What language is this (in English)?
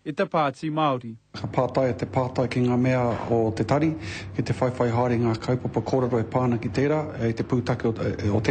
Māori